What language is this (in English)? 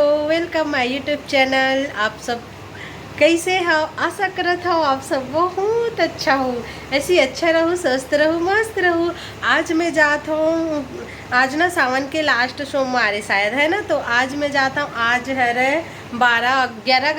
Chhattisgarhi